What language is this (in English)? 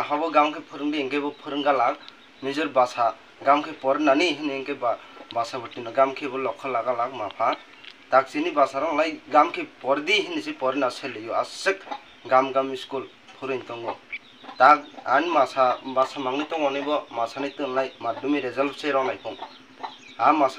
Kok Borok